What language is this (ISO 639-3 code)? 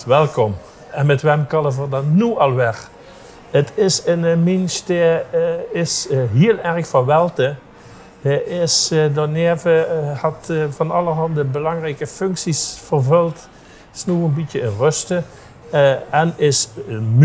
lim